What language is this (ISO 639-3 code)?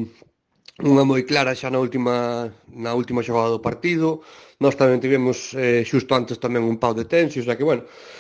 glg